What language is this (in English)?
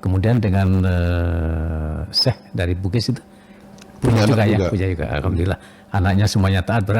Banjar